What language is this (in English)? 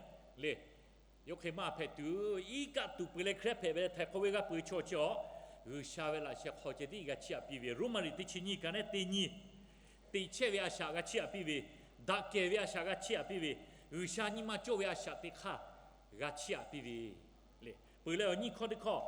Lahu